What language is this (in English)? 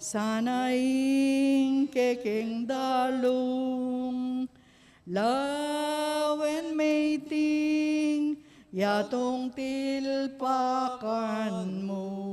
Pampanga